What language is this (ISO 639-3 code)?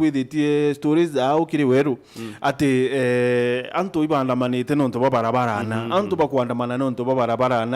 mer